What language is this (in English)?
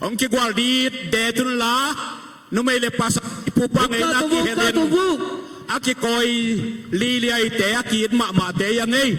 Tedim Chin